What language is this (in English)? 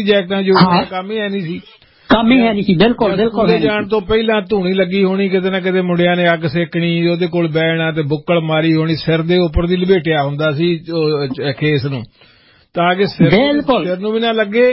Punjabi